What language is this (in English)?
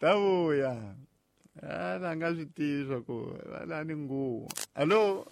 Tsonga